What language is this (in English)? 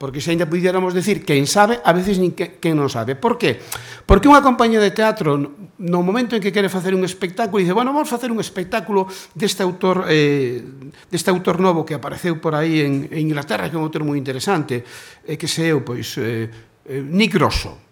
Galician